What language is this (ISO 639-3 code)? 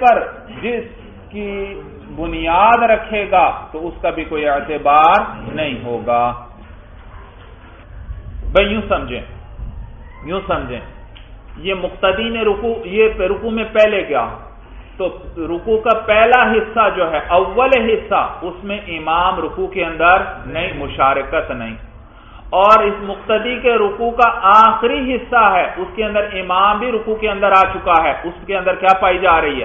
urd